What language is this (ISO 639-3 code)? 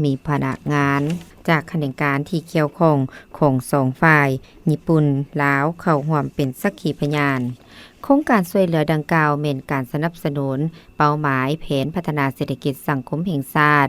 lao